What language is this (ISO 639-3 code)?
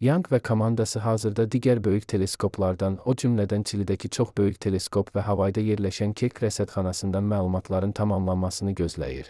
aze